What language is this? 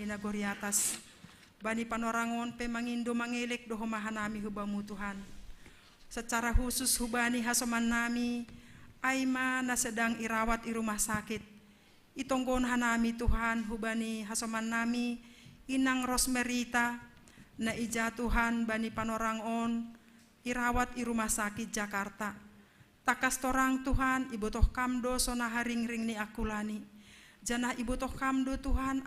Batak Simalungun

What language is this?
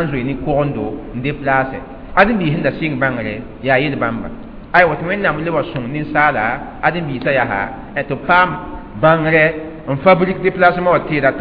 Mossi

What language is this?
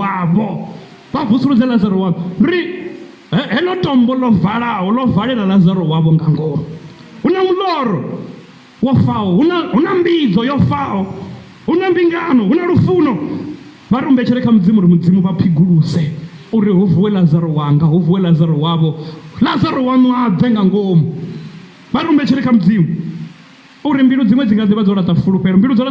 Venda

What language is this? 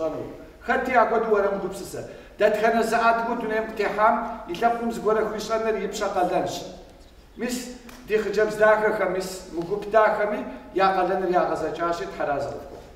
Kabardian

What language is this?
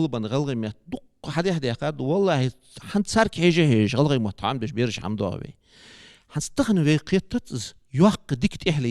Ingush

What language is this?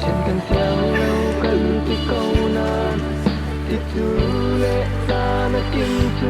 Falam Chin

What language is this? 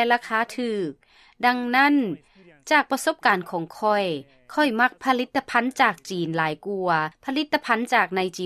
Lao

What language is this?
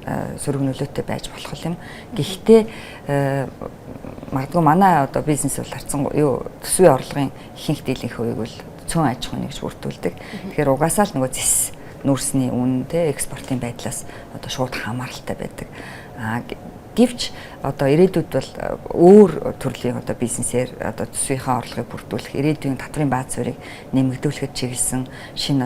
Mongolian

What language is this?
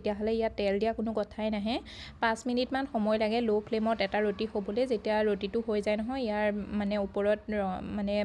Assamese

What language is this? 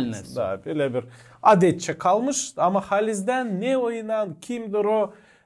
Gagauz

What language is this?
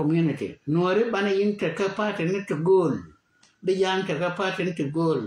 Nuer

